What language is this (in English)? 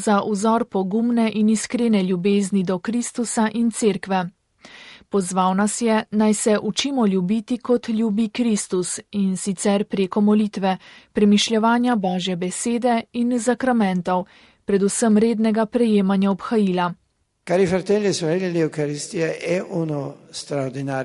Slovenian